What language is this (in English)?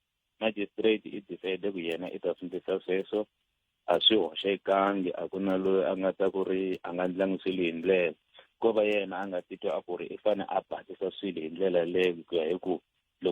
Tsonga